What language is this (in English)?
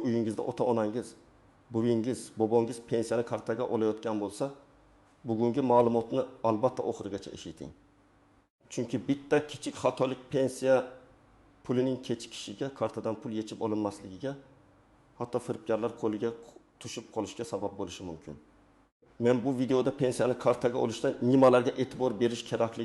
Uzbek